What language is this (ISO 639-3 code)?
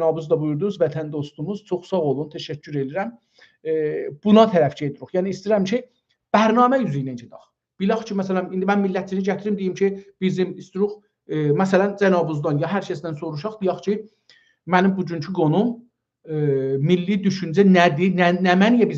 azb